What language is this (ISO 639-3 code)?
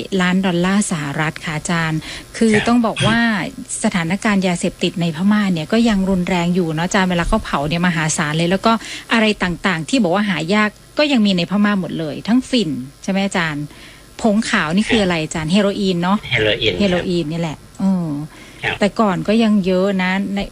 tha